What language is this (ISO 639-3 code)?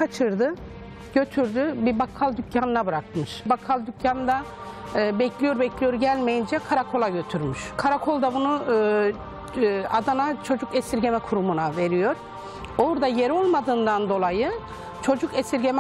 tur